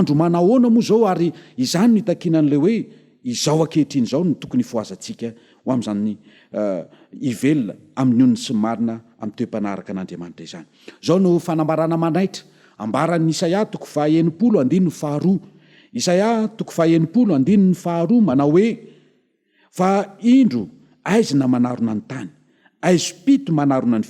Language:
Malagasy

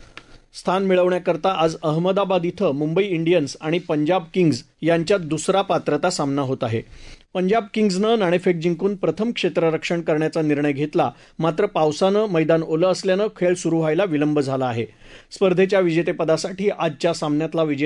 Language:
Marathi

